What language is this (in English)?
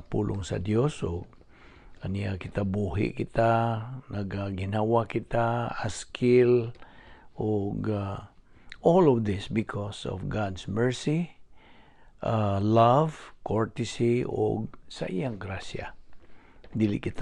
Cebuano